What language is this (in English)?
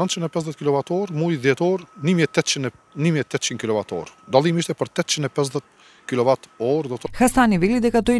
Macedonian